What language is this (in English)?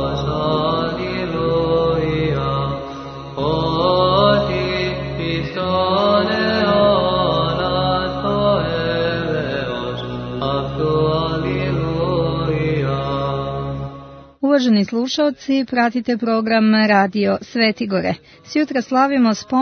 Serbian